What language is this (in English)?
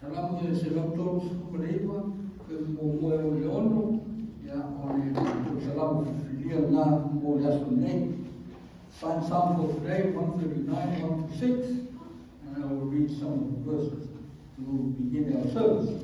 Samoan